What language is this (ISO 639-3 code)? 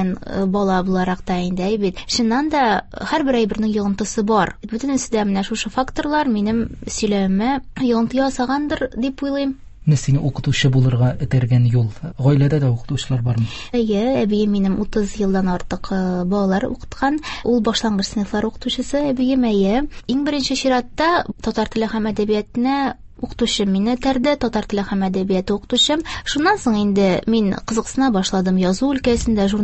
tat